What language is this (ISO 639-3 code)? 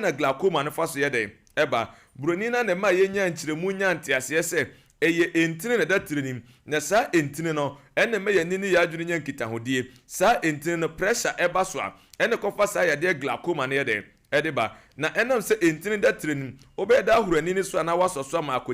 aka